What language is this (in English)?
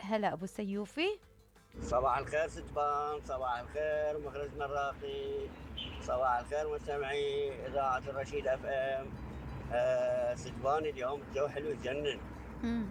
Mesopotamian Arabic